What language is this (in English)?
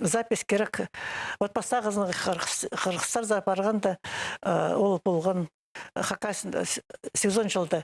Khakas